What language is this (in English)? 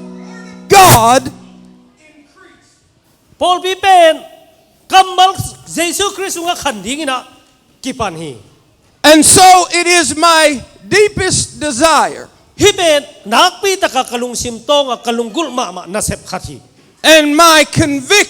Tedim Chin